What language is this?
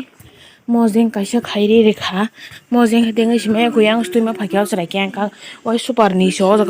Kok Borok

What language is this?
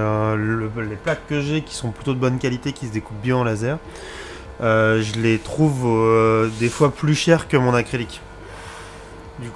French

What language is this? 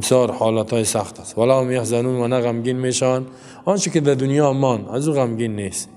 Persian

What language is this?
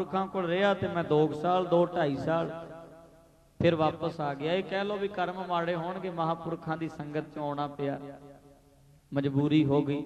Punjabi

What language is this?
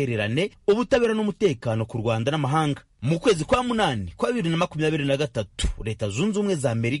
Kinyarwanda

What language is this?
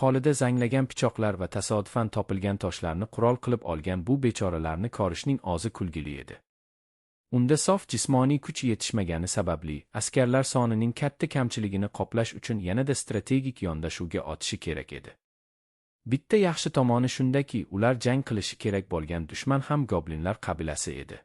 Uzbek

